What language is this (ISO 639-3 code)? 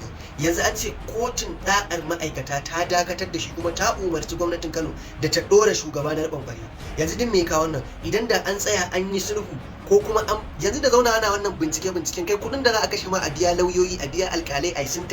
hau